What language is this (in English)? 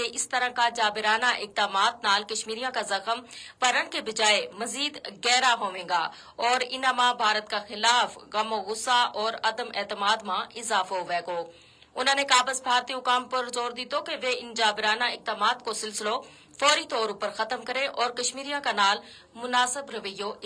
Gujari